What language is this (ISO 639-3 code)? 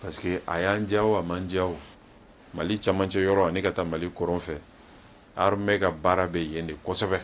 bam